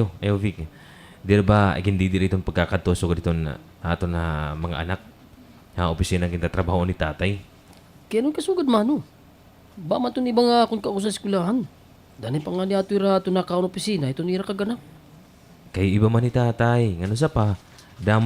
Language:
Waray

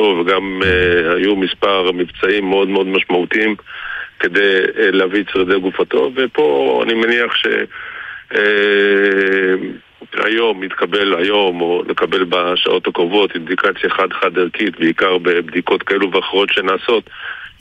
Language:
Hebrew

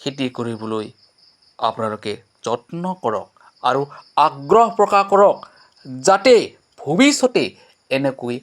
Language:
Assamese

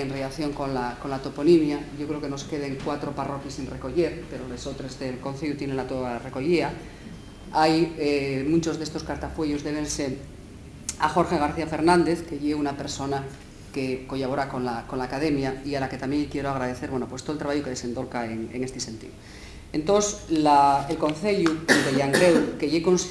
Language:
Asturian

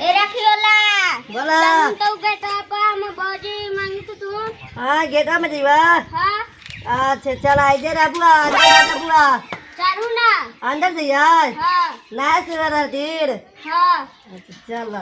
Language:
Magahi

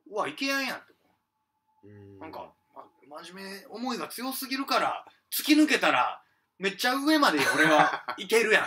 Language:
Japanese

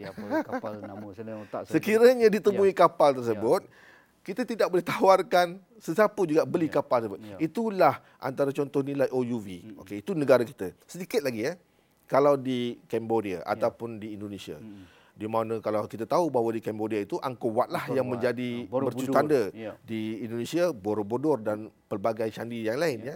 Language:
Malay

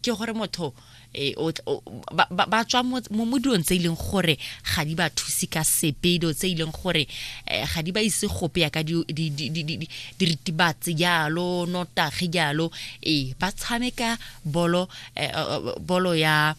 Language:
Tswana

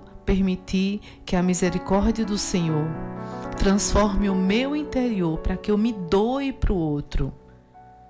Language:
Portuguese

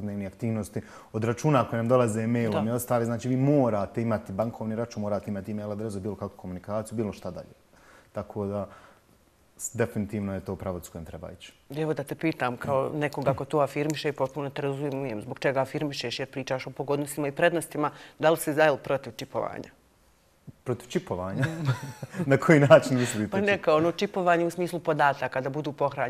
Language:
Bosnian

